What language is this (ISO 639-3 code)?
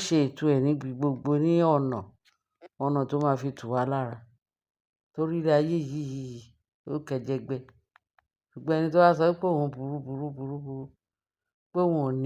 yor